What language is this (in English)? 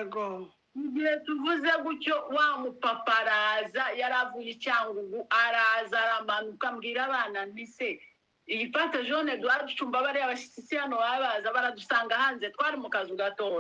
Kinyarwanda